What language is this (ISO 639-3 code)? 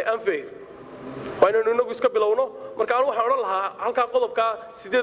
som